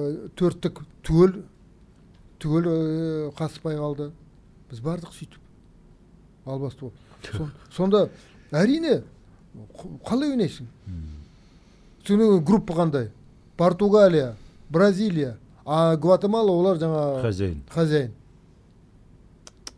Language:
Kazakh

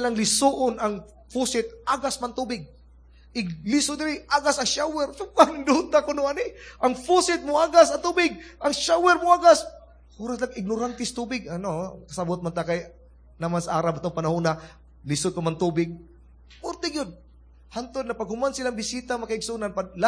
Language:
Cebuano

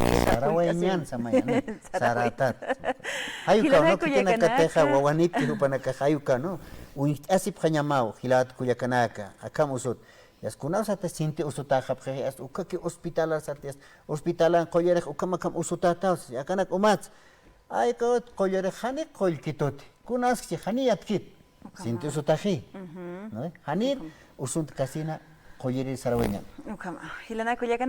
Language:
Aymara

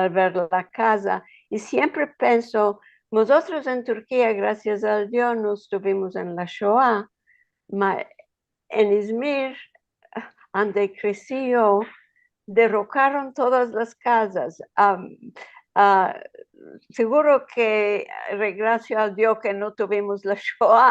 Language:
Ladino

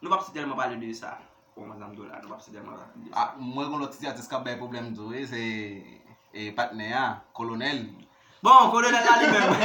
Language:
Haitian Creole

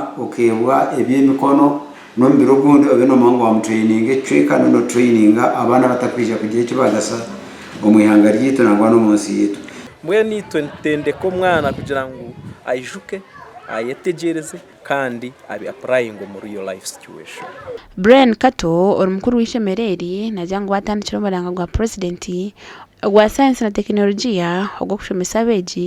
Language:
Nyankole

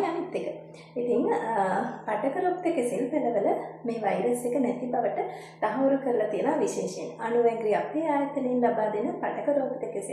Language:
Sinhala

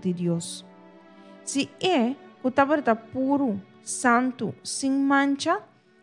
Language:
Papiamento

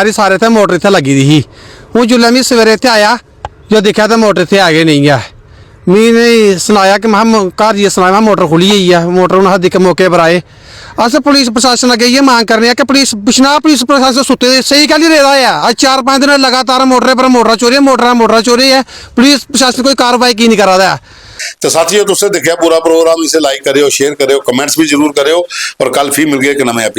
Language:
Dogri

